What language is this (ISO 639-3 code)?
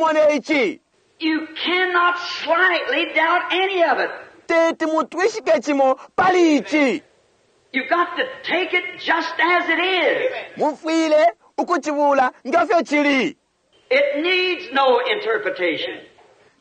bem